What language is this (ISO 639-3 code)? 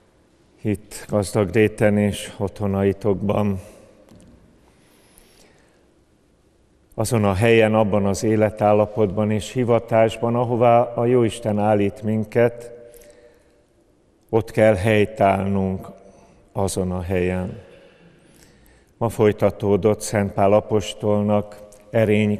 hun